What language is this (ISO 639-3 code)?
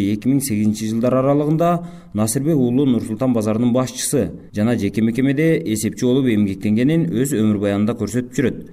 kir